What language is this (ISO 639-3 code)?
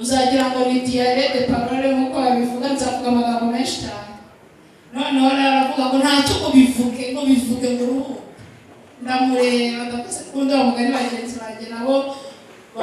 kin